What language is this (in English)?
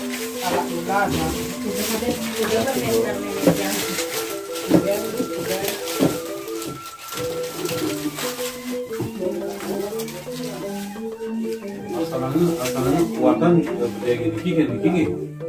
Indonesian